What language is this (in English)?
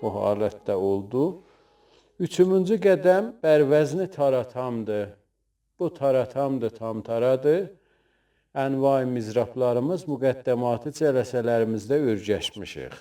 South Azerbaijani